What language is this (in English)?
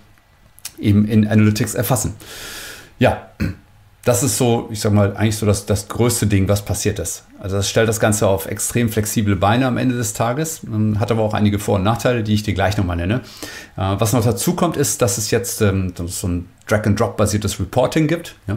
German